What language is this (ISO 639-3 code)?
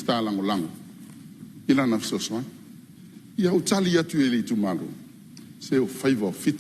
smo